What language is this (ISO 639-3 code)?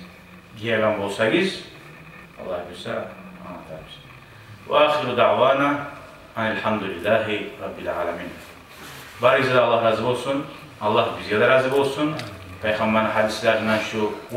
kum